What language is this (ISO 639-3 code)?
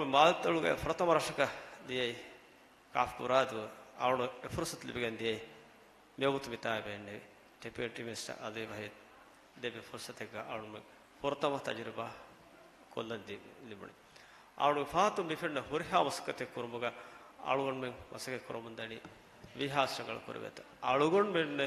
div